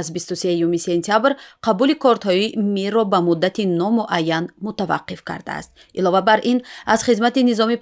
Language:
Tajik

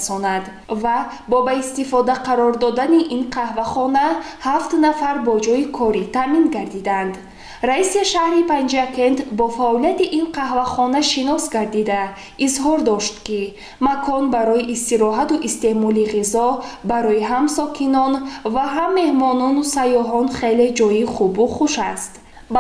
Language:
Tajik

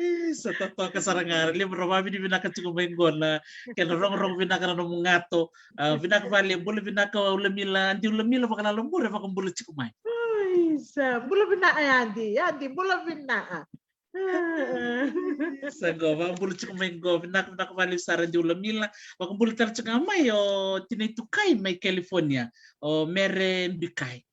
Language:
Fijian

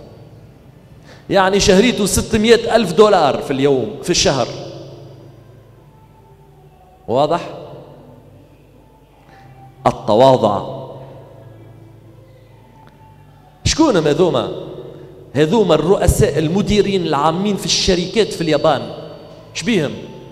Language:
Tunisian Arabic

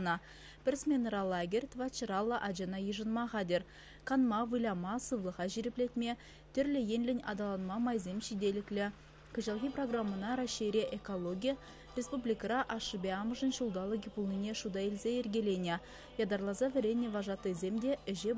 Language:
Chuvash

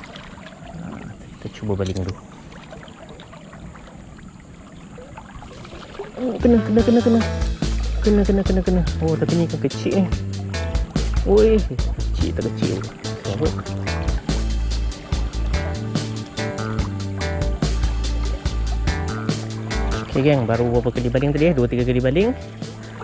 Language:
Malay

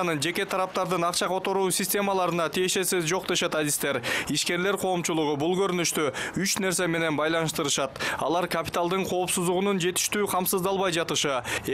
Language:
Kyrgyz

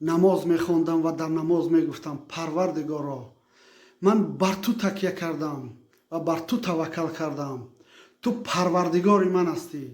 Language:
Tajik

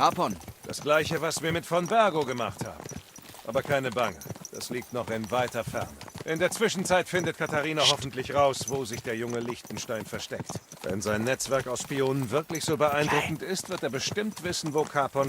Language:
Bavarian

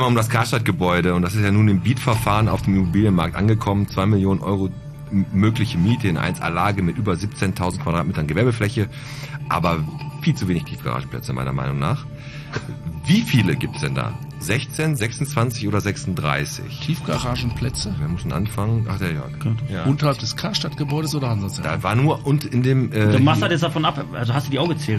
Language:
German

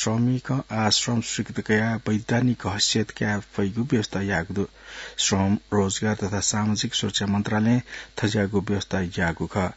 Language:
Newari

